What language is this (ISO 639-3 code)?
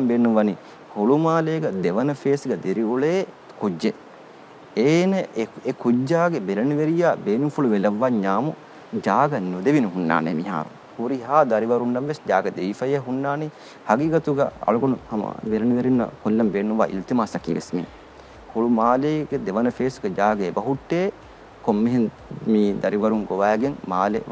div